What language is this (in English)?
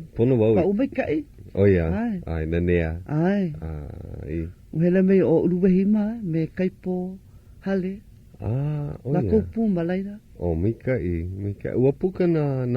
Hawaiian